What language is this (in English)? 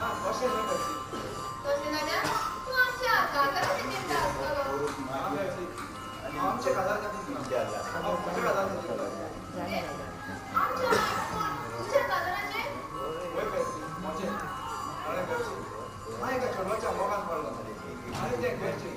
Konkani